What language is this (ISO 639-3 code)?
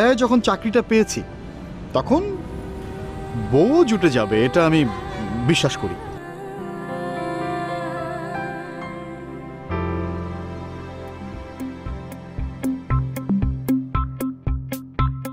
ben